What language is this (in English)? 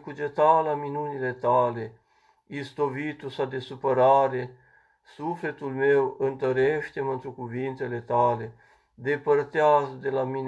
Romanian